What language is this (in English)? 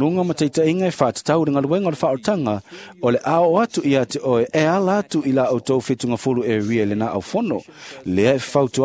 Samoan